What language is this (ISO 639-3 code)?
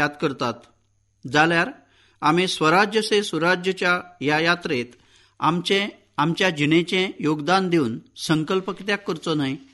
kok